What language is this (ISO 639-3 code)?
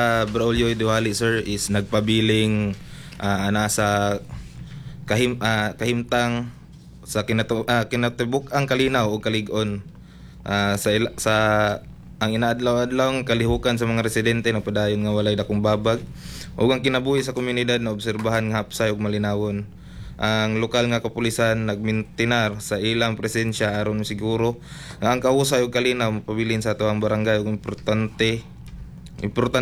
ceb